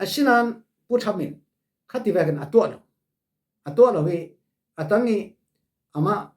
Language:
Falam Chin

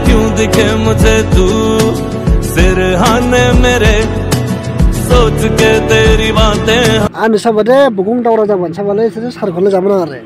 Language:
Dimasa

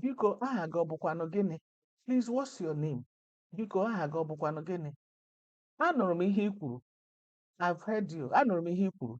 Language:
Igbo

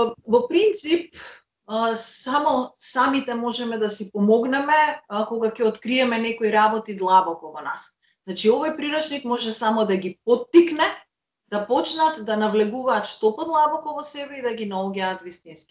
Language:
Macedonian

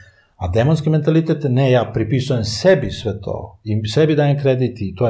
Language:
Serbian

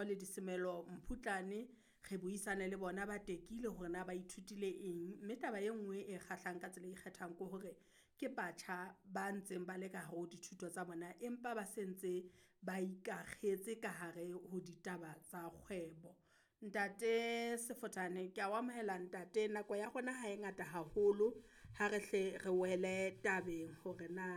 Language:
Southern Sotho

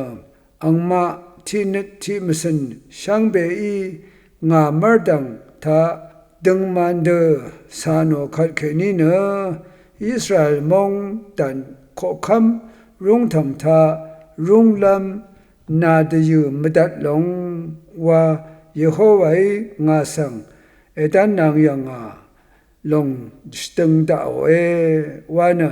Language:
Rawang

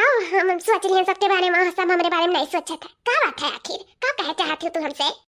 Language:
Awadhi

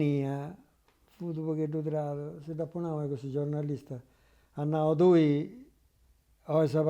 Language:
Sardinian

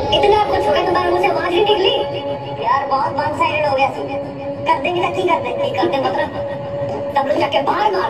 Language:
Hindi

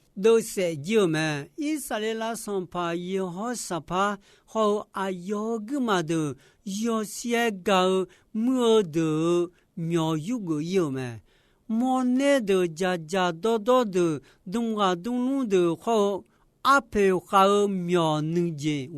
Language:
Akha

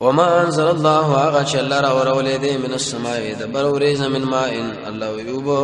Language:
Pashto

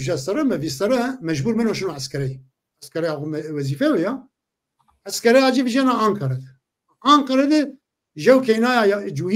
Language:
Zaza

